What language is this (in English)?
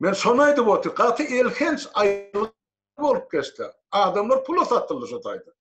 Turkmen